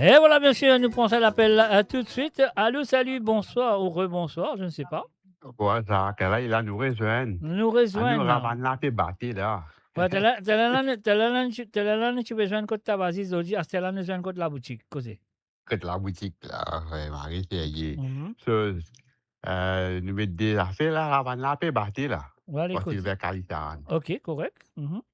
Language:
Morisyen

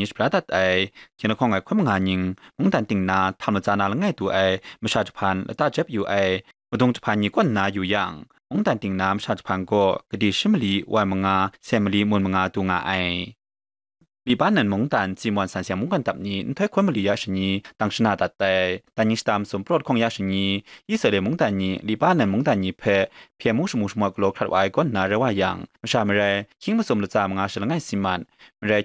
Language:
Kachin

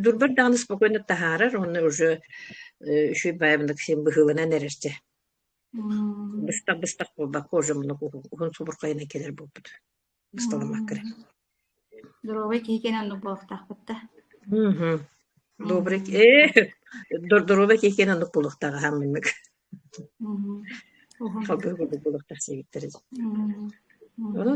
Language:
Yakut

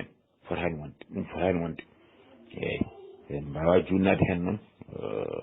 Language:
Fula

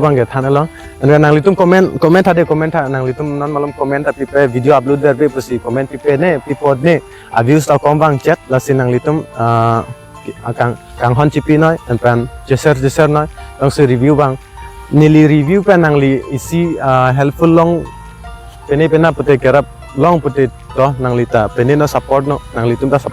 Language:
Karbi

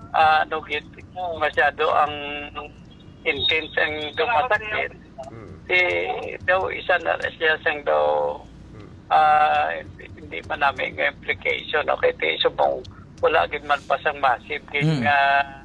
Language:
Hiligaynon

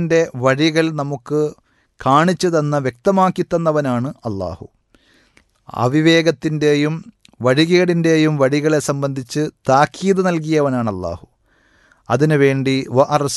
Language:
Malayalam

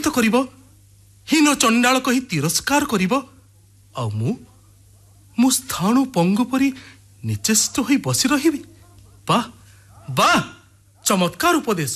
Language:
Odia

